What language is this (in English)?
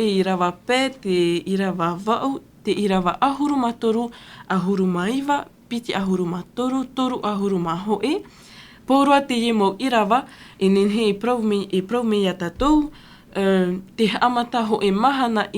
Tahitian